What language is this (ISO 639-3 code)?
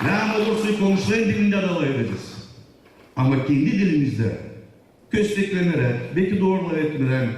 gag